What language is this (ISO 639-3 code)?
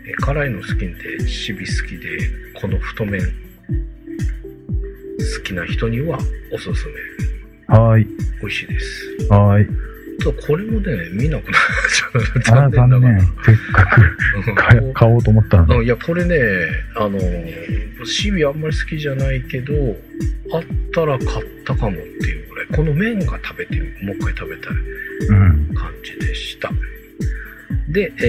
jpn